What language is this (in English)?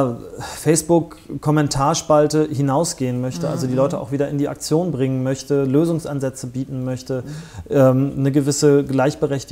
German